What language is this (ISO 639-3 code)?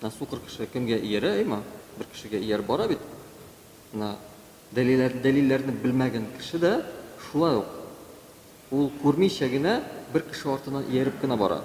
tat